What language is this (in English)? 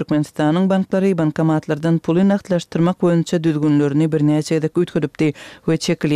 Turkmen